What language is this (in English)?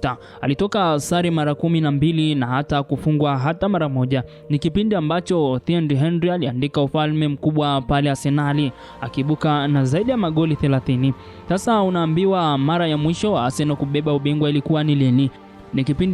Swahili